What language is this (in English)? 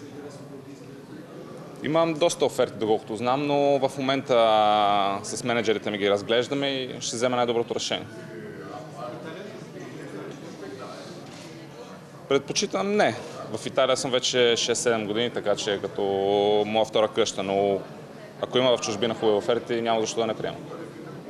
Bulgarian